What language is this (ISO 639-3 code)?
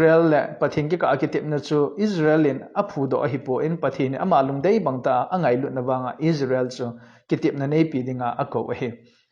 tcz